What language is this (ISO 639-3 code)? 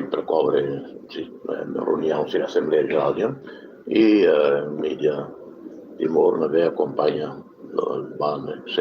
tet